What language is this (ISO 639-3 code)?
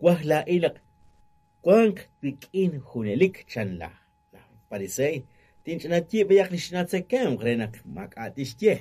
kek